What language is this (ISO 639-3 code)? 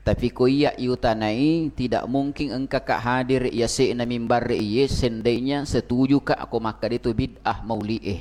bug